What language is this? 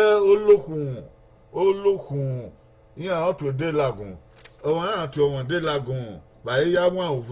Bini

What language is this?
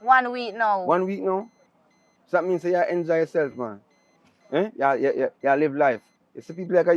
Jamaican Creole English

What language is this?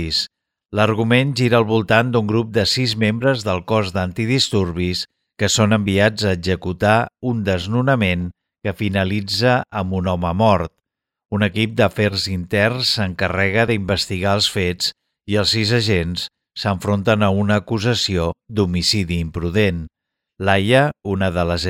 Catalan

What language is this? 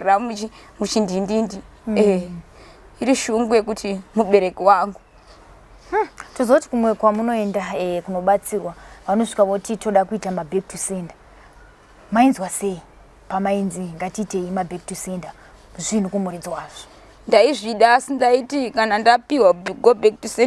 Shona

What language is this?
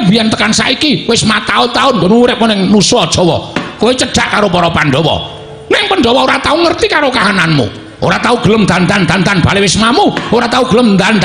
Javanese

